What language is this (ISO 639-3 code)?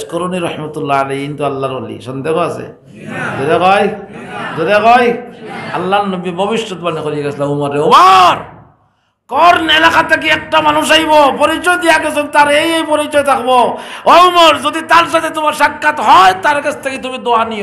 syl